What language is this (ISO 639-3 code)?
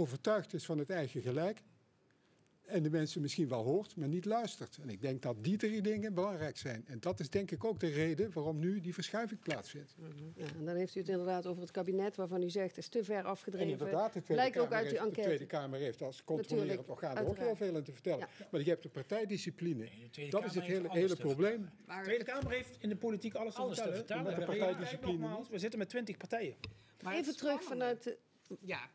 nld